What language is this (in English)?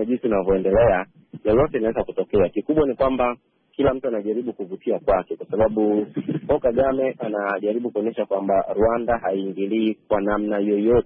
Swahili